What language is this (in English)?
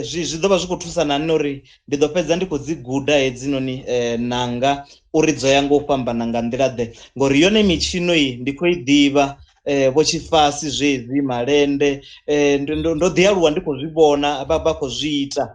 Venda